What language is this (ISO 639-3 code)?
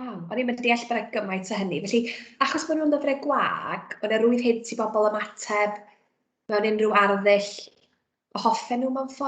cym